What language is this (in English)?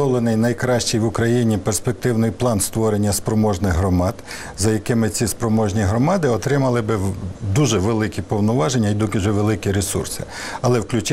Ukrainian